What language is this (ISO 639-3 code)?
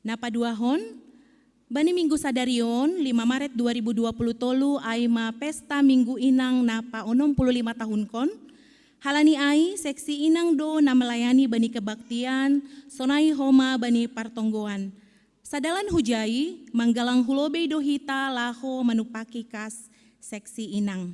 bts